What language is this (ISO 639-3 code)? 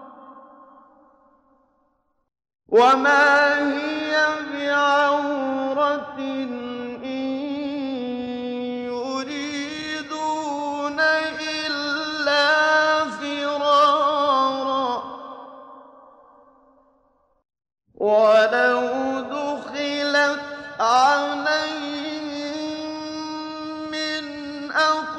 ara